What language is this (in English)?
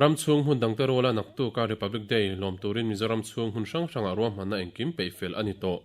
Mizo